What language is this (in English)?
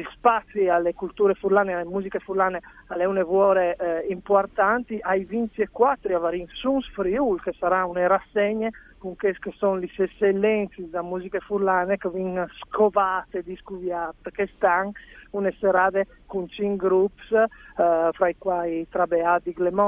Friulian